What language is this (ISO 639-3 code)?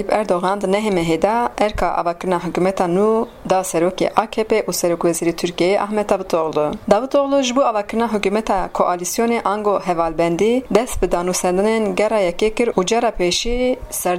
kur